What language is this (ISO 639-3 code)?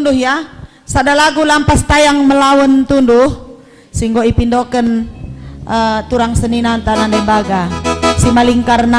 btx